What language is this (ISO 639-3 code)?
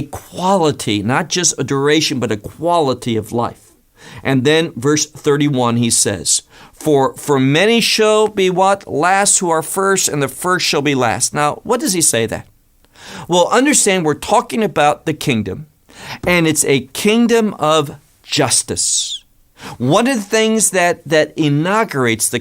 eng